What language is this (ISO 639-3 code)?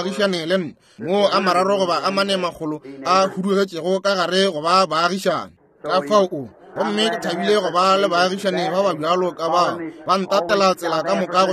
nso